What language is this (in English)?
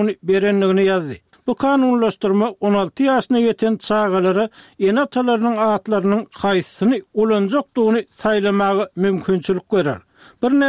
Turkmen